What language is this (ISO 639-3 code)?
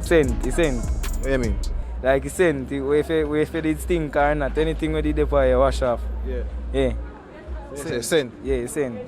jam